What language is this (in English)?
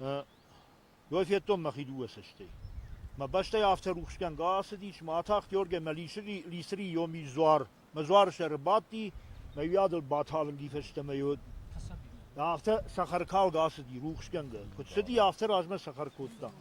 Ossetic